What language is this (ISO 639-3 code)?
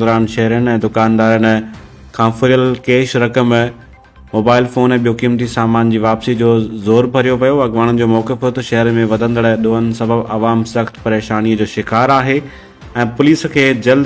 snd